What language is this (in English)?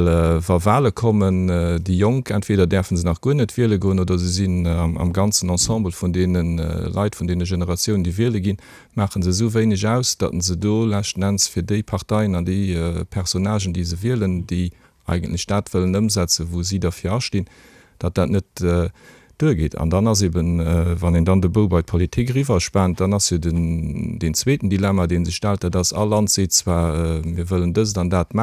Luxembourgish